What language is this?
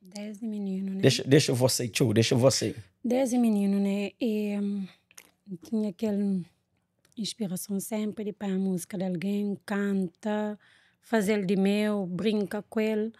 Kabuverdianu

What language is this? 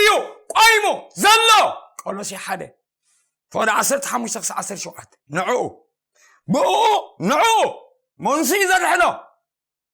Tigrinya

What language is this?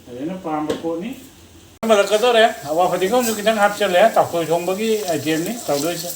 Manipuri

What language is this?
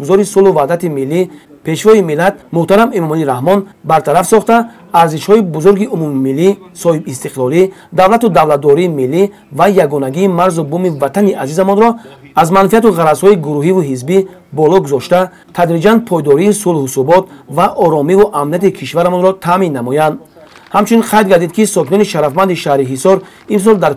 Tajik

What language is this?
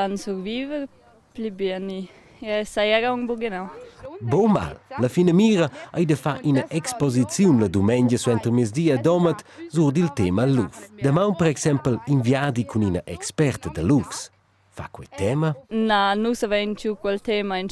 Romansh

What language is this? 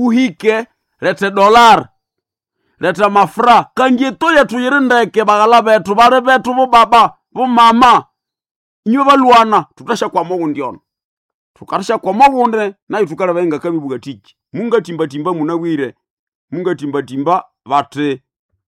Nande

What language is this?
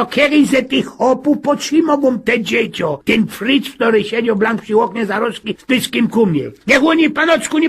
Silesian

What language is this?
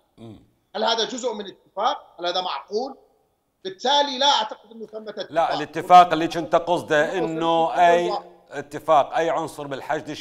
Mesopotamian Arabic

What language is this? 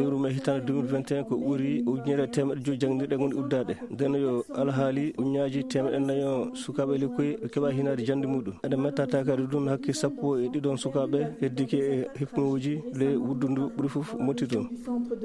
Fula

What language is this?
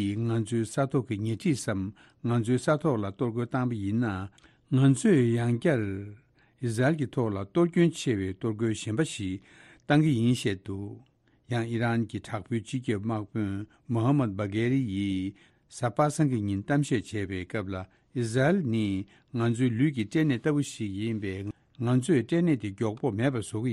Tibetan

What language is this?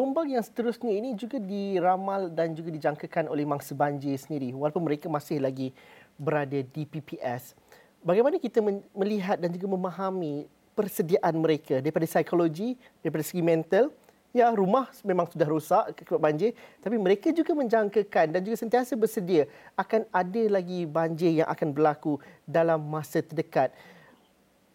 Malay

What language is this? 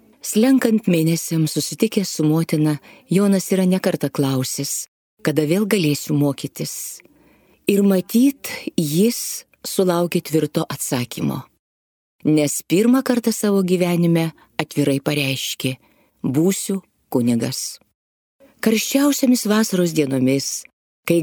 Lithuanian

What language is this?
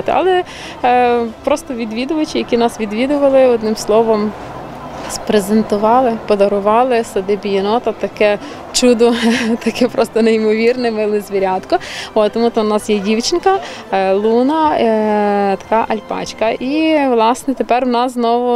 Ukrainian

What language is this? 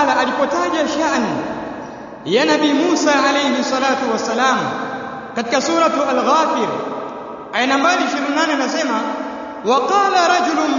Swahili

